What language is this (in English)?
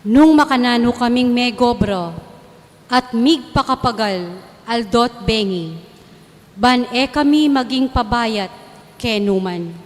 Pampanga